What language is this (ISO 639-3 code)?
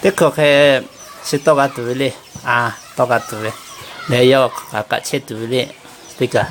lhu